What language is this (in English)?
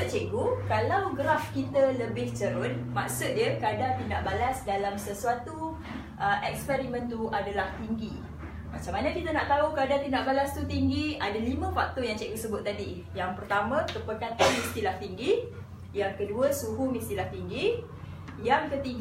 Malay